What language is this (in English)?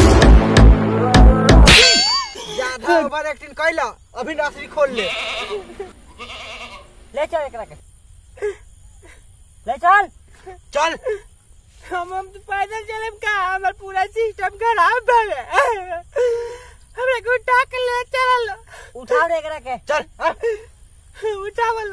Bhojpuri